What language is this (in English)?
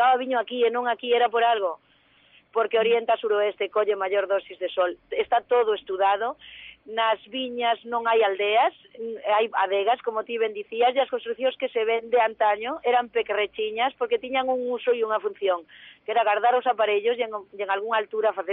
Galician